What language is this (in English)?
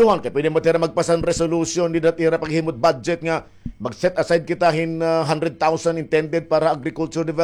Waray